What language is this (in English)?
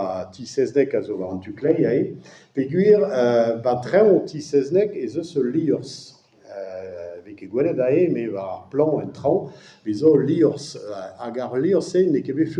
Breton